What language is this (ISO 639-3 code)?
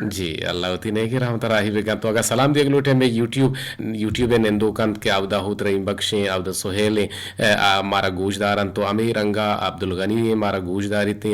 bgp